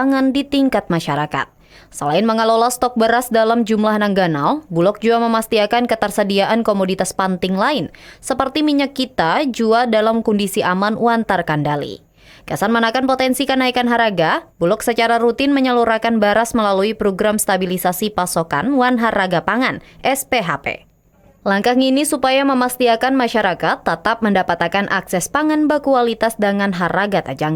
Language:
Banjar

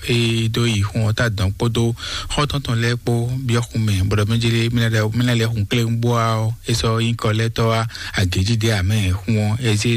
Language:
Fon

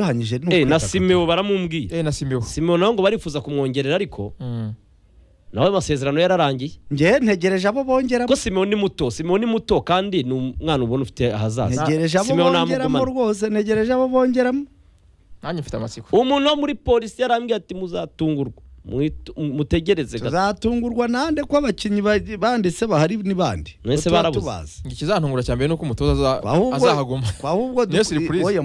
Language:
Kinyarwanda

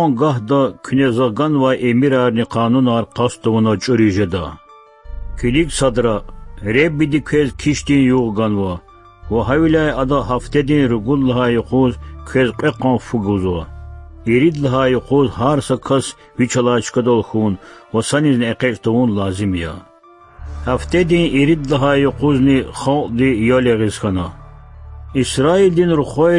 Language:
Lezghian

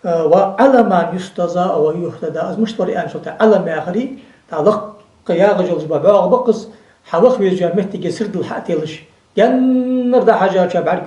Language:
Ingush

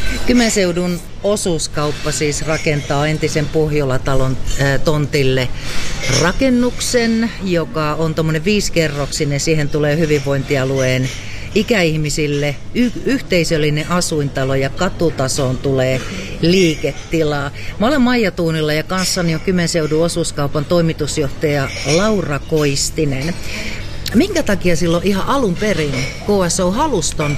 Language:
Finnish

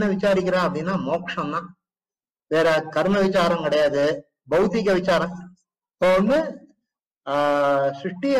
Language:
Tamil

